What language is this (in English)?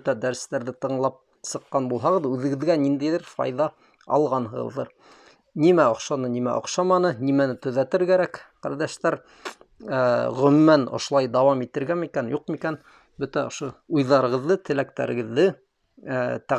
Bashkir